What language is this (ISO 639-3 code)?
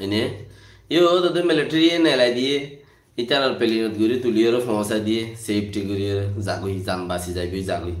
rhg